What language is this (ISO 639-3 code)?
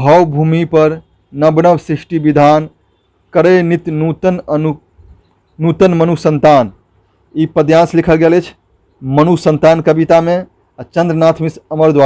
mai